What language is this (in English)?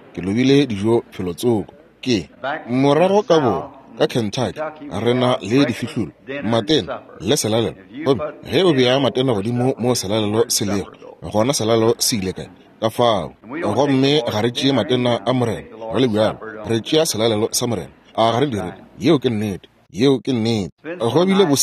Northern Sotho